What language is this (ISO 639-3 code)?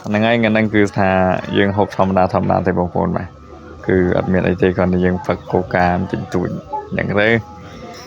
khm